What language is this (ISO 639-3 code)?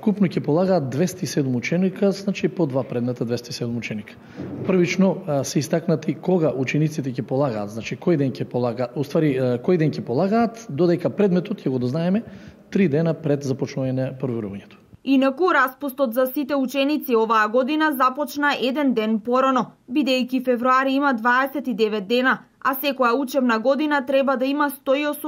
mkd